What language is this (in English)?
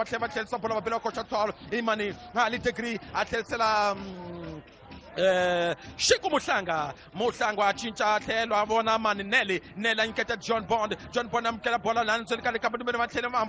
Tsonga